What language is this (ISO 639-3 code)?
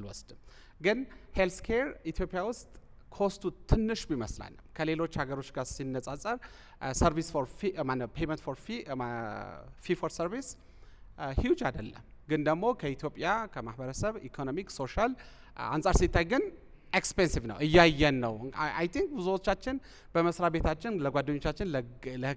amh